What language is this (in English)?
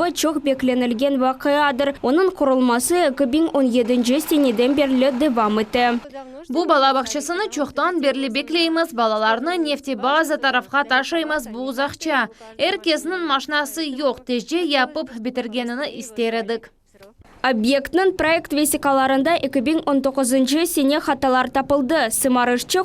Crimean Tatar